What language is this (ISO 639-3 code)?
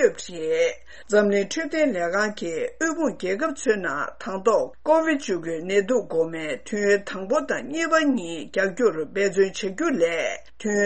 bod